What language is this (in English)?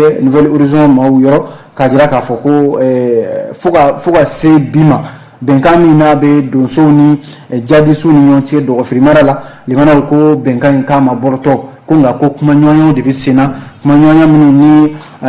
Bambara